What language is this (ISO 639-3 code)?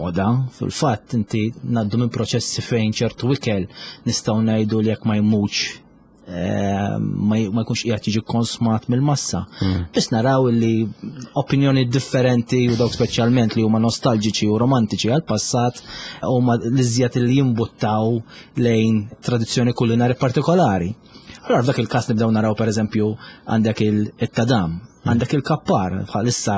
mlt